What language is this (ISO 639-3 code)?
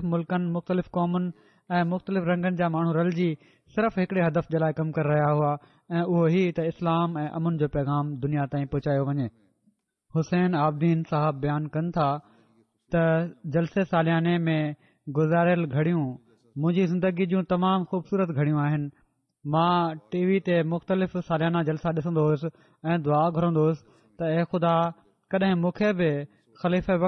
snd